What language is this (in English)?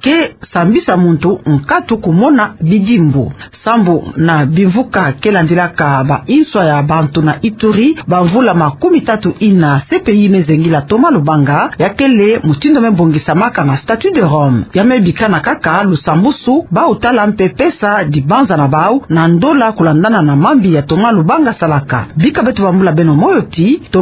Kituba (Democratic Republic of Congo)